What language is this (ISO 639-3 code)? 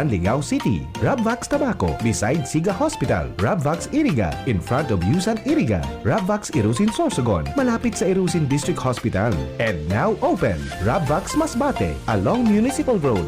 bik